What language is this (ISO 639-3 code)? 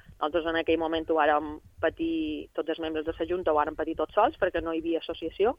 cat